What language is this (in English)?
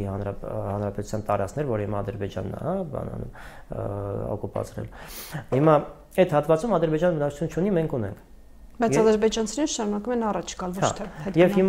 Armenian